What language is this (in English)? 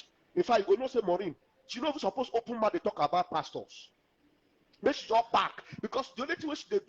Nigerian Pidgin